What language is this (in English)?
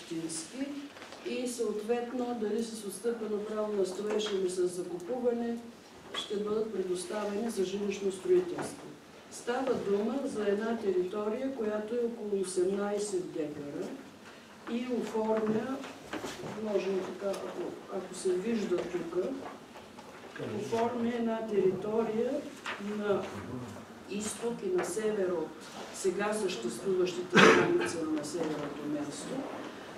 Bulgarian